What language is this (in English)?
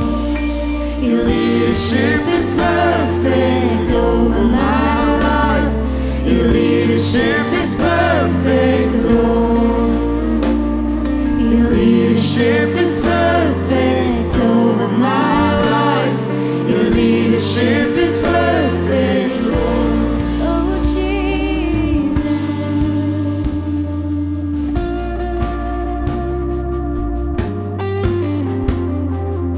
English